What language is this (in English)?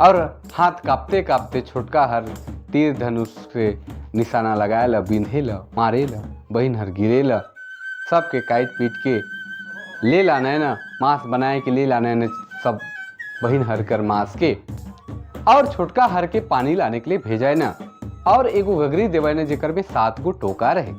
Sadri